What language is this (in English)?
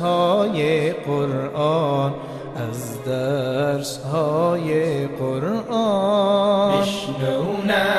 Persian